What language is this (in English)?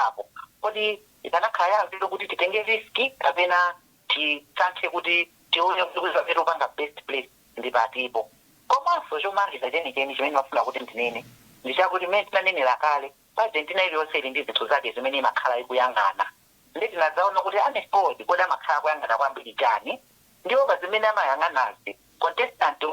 Nyanja